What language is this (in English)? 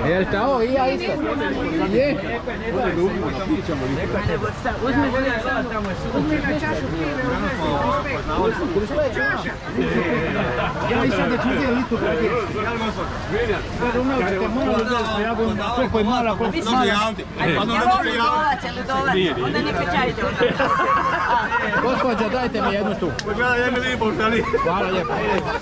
Croatian